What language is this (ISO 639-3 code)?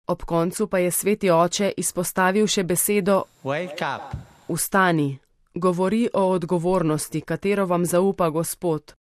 slv